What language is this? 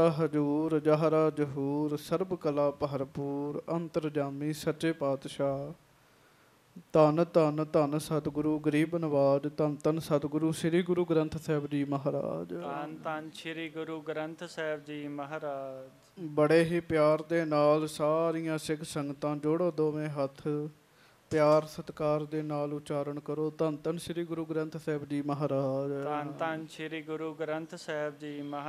Punjabi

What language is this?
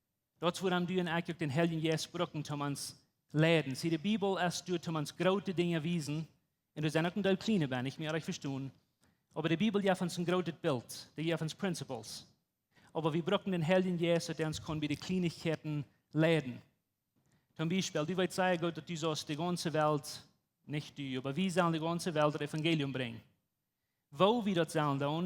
Plautdietsch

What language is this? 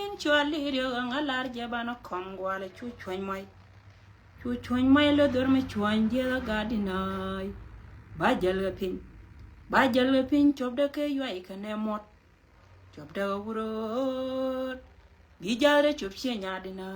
Nuer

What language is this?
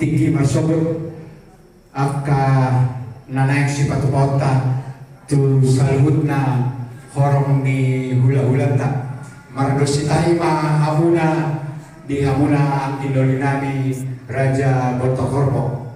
Batak Toba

